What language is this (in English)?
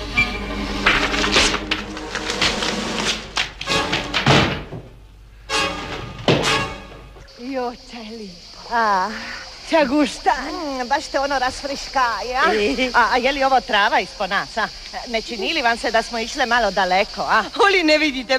Croatian